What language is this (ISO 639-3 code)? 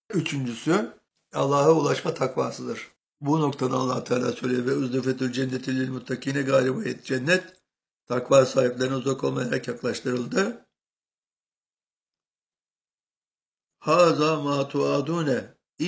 tur